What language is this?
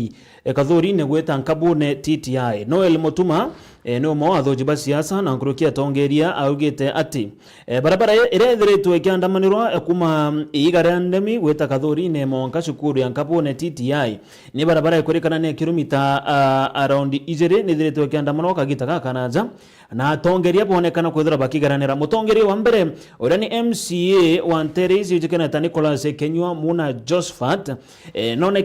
Meru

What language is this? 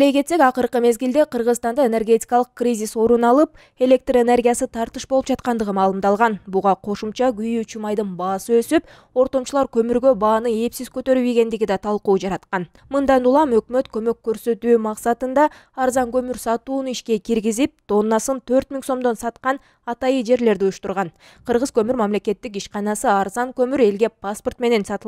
Kyrgyz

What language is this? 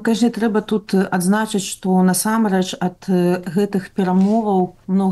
Belarusian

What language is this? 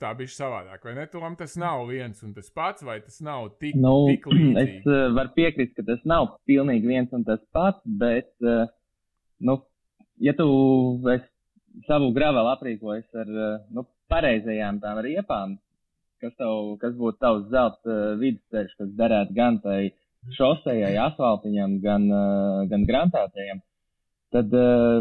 Latvian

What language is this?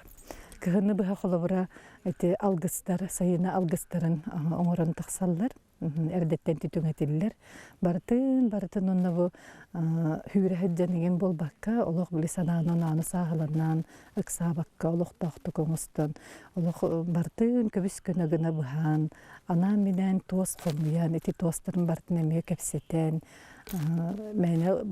Yakut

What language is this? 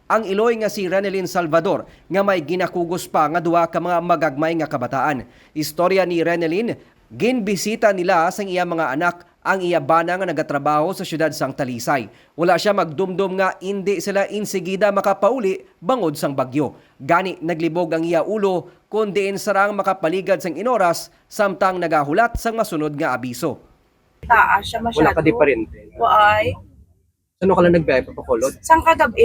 Hiligaynon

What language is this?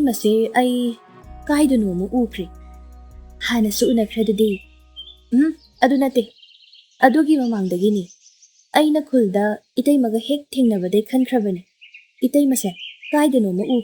Manipuri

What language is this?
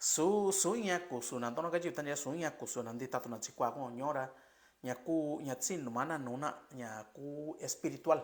Mixtepec Mixtec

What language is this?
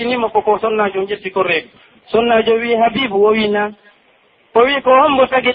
Pular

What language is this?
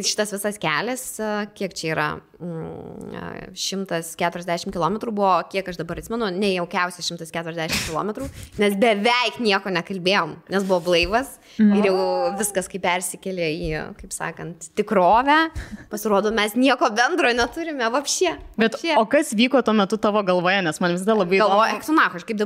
Lithuanian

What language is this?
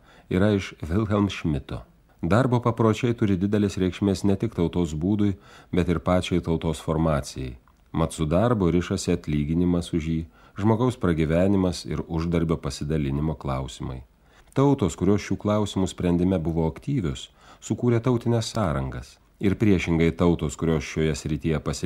Lithuanian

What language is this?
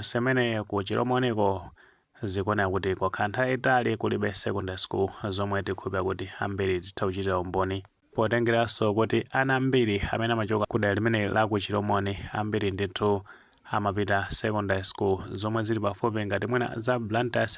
Nyanja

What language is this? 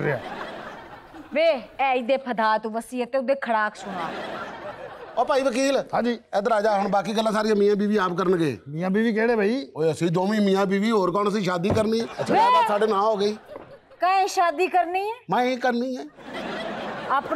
Punjabi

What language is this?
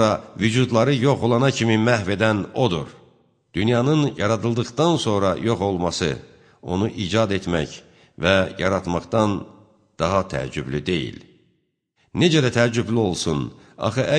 Azerbaijani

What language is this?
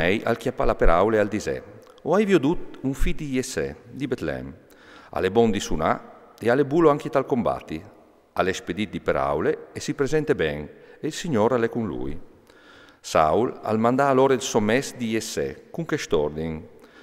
Friulian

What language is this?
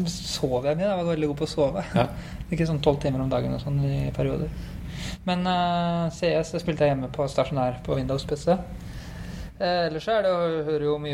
Norwegian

